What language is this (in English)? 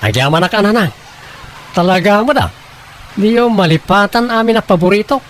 Iloko